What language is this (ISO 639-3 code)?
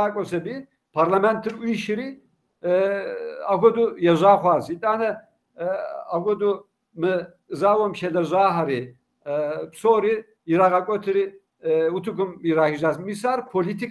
kbd